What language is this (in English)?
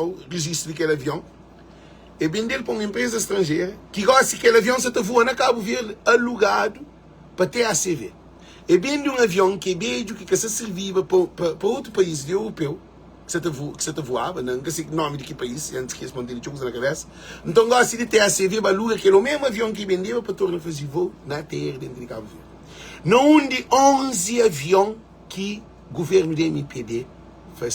Kabuverdianu